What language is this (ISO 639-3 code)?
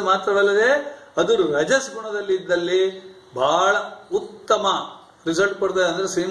kan